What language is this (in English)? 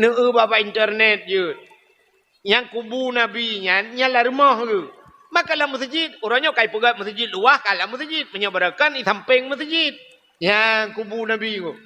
Achinese